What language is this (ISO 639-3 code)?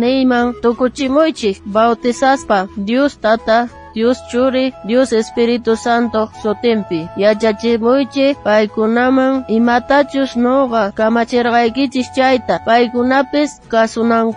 quh